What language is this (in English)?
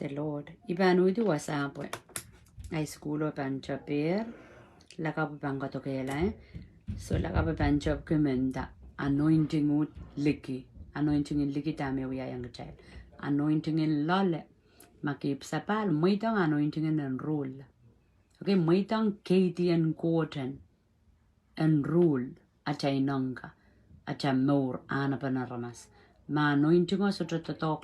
Pohnpeian